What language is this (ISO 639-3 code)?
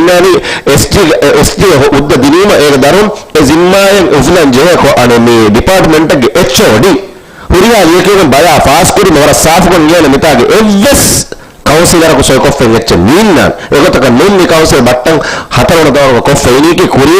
div